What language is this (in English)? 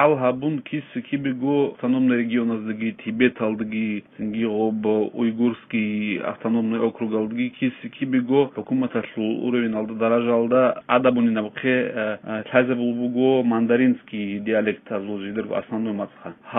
Avaric